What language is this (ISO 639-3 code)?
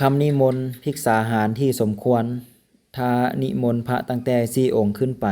lao